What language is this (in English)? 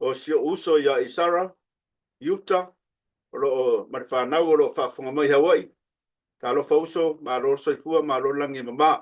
Samoan